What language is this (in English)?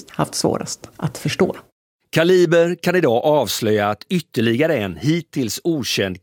Swedish